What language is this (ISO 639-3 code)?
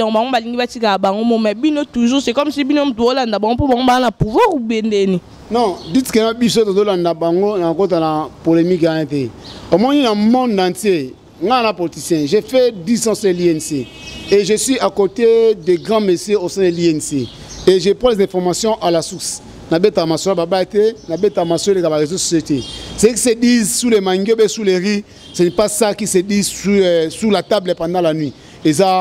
lin